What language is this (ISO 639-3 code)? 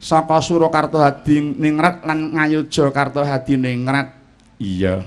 jav